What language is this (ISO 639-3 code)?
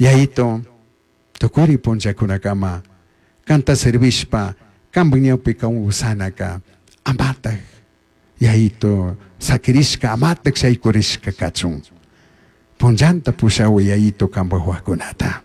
qug